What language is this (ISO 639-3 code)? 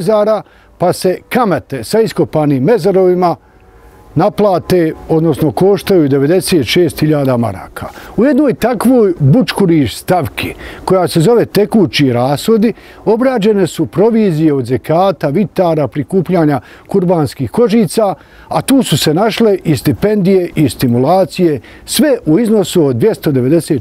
bos